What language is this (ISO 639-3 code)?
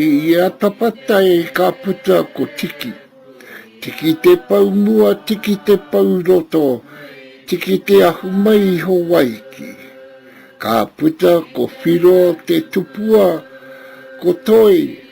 mri